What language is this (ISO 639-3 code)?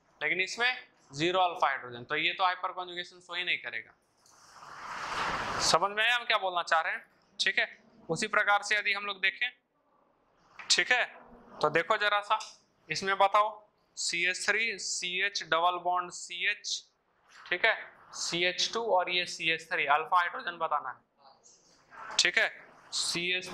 hin